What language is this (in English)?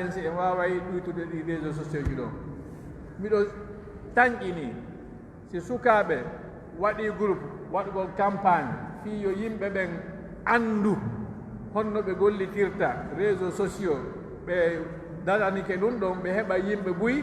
Pular